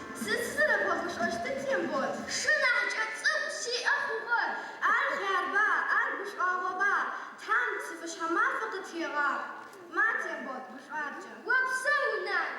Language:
Adyghe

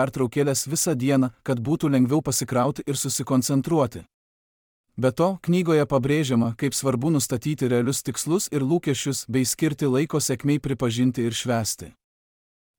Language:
Lithuanian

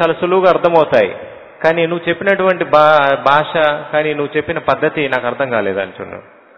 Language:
Telugu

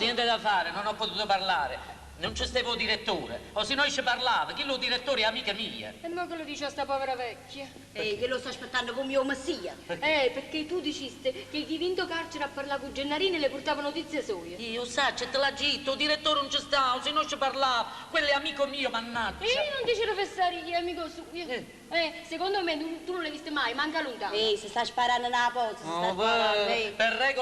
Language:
Neapolitan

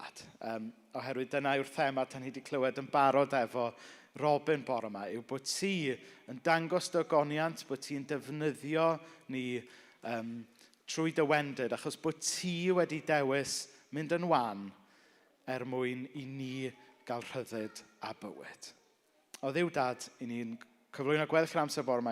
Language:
Welsh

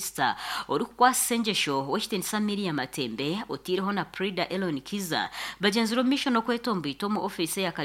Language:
Nyankole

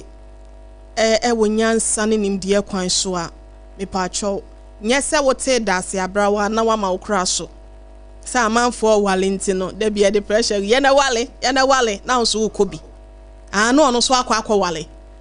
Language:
Akan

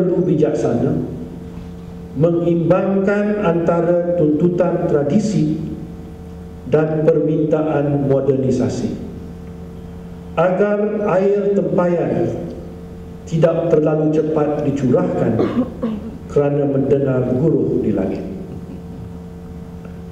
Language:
Malay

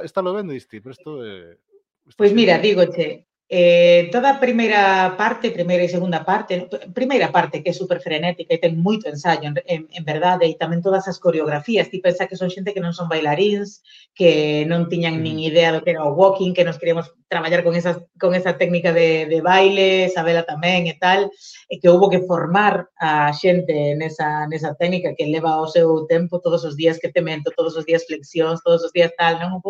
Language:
Galician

